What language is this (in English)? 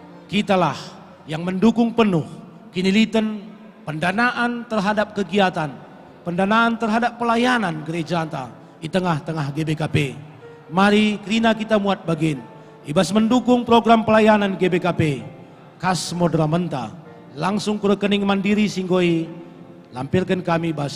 Batak Karo